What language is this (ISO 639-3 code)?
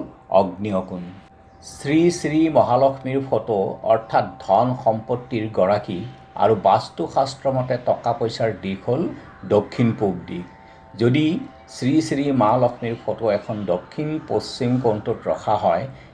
asm